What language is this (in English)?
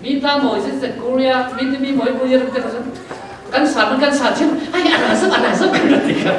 Falam Chin